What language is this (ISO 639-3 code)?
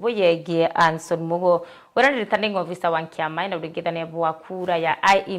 mer